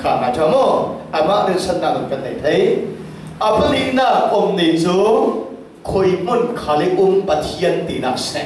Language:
Falam Chin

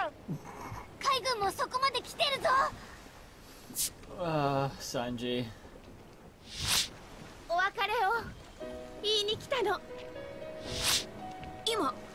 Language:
Japanese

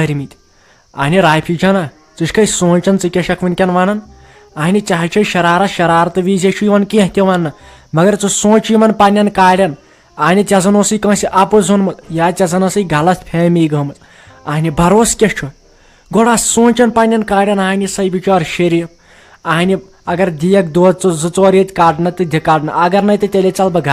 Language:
Kashmiri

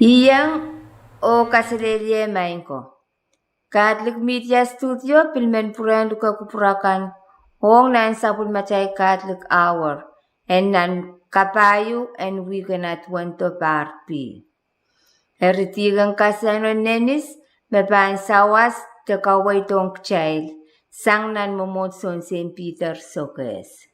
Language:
Pohnpeian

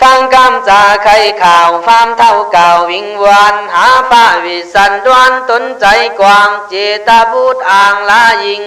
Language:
Khün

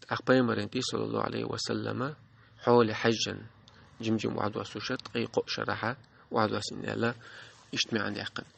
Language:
Chechen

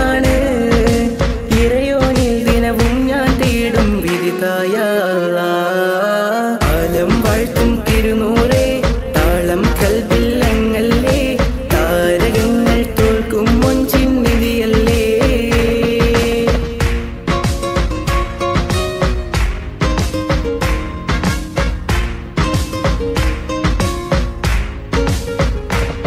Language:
Malayalam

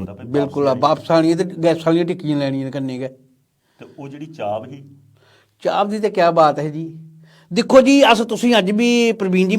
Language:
Dogri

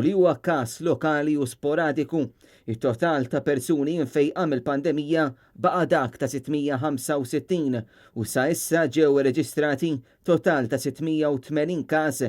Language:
Maltese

